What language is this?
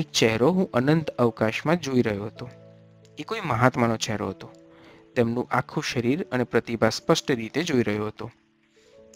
Gujarati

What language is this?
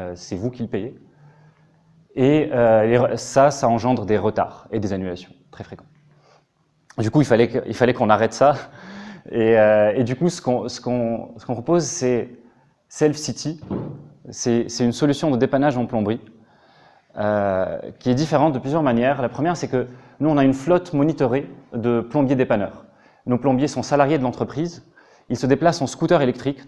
French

